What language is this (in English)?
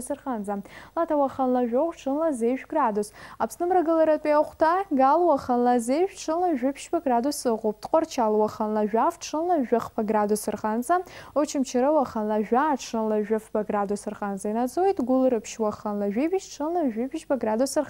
Abkhazian